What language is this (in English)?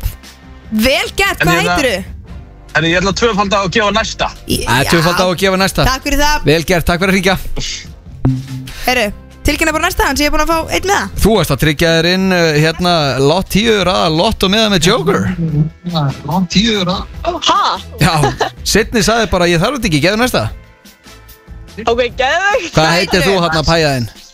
Icelandic